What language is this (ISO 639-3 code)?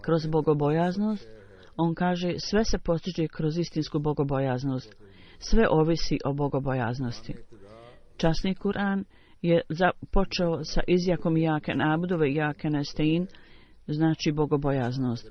bos